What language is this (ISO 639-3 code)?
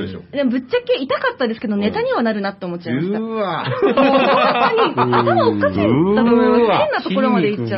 jpn